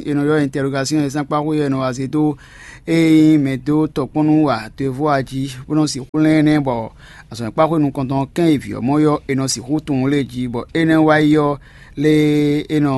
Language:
Fon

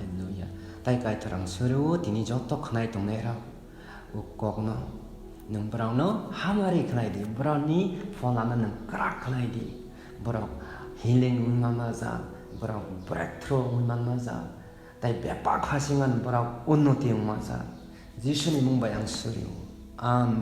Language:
Kok Borok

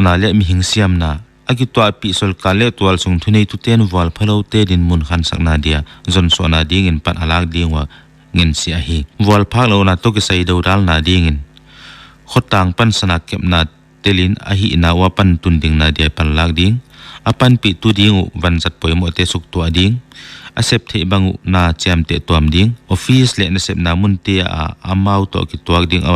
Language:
Paite Chin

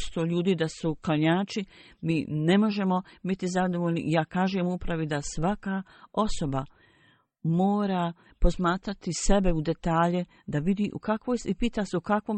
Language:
Bosnian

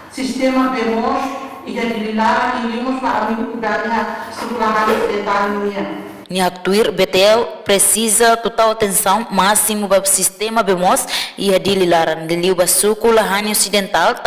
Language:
Tetum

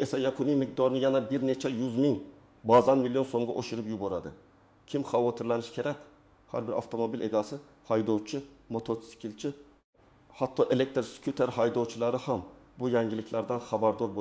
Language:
Uzbek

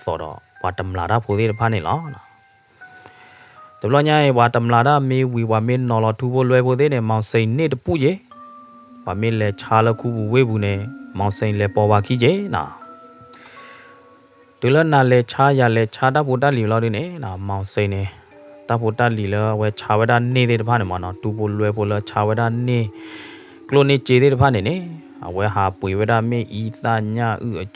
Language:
S'gaw Karen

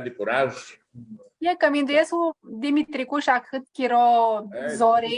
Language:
Aromanian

